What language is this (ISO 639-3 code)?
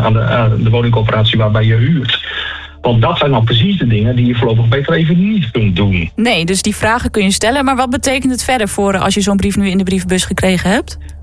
nld